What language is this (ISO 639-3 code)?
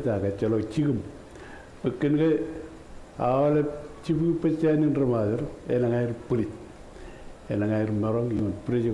mah